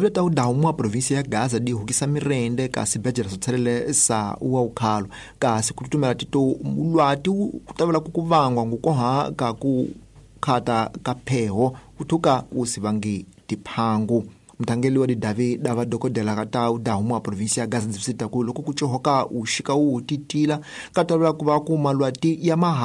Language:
Tsonga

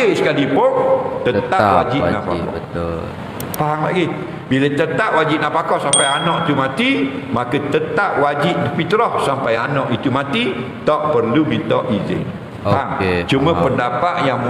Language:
Malay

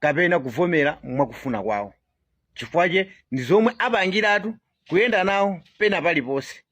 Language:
Nyanja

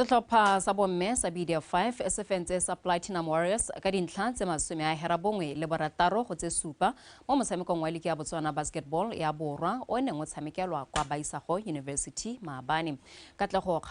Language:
Tswana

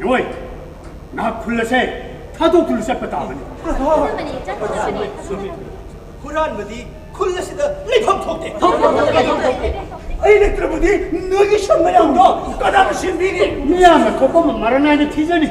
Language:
Manipuri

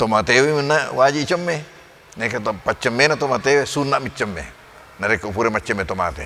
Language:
Buginese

